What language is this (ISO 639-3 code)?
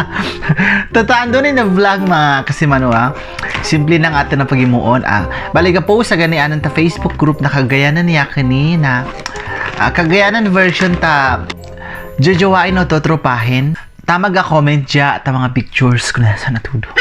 cgc